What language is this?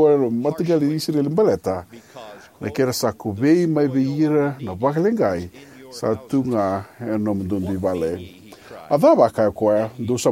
Fijian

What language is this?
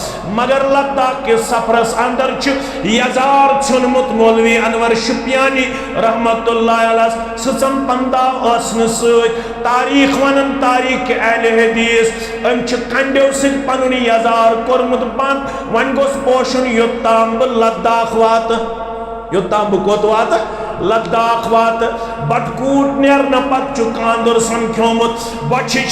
Kashmiri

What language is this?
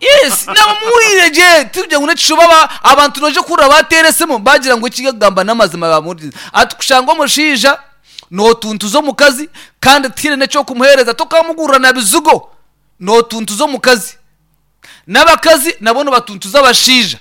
Nyankole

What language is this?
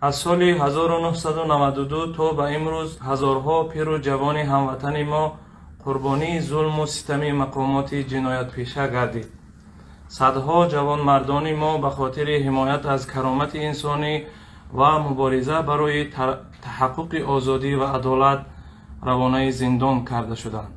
Tajik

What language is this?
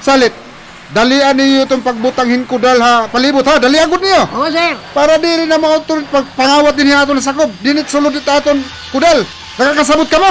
Waray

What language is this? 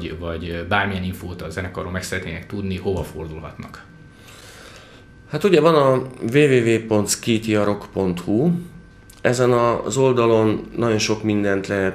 Hungarian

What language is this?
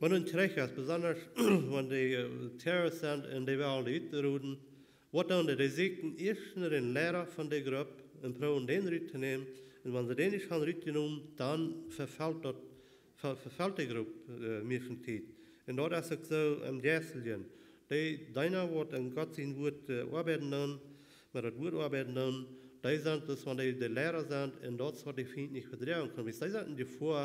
Plautdietsch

